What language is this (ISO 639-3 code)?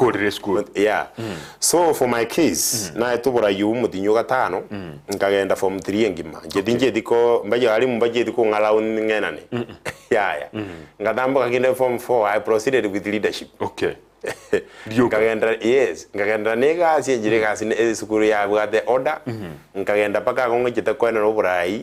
guz